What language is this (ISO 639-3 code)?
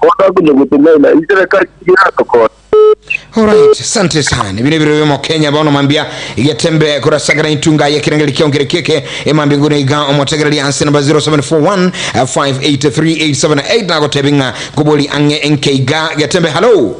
guz